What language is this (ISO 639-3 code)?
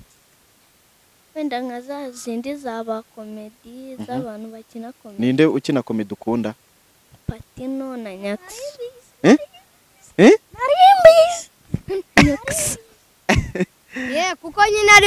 kin